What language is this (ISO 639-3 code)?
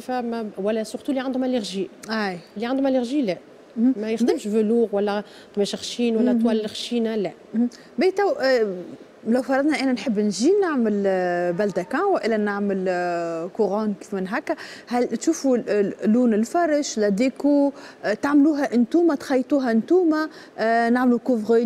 aeb